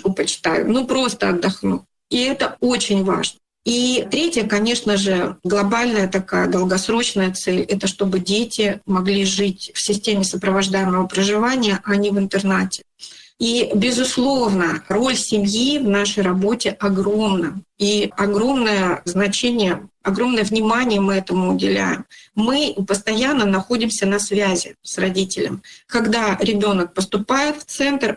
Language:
Russian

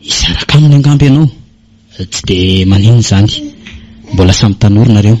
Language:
Malagasy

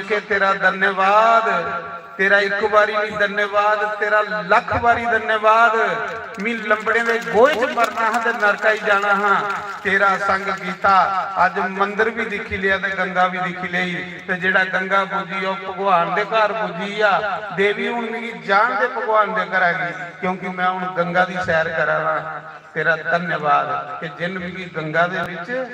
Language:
Dogri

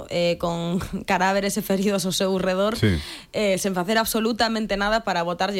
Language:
Galician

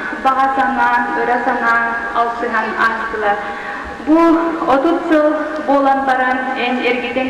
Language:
Yakut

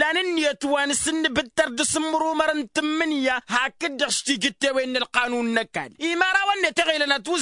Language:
Tamasheq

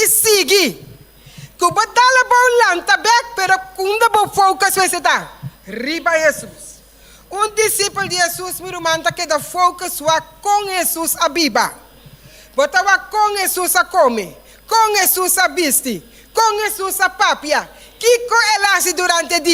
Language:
Papiamento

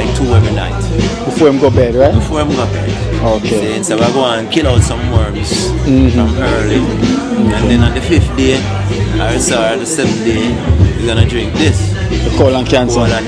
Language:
Jamaican Creole English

